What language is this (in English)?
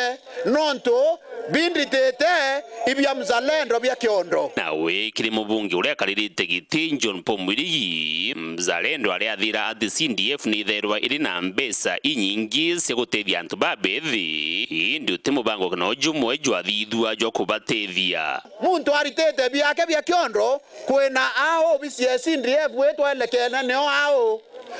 Meru